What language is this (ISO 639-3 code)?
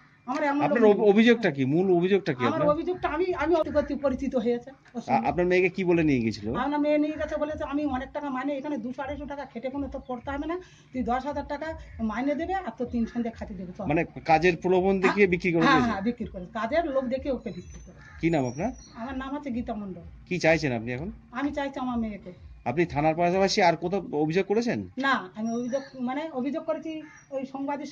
ben